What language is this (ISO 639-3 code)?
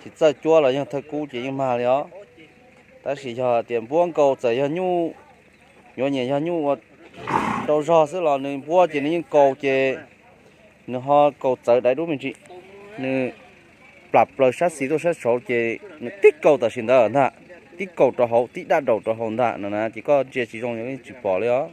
hmn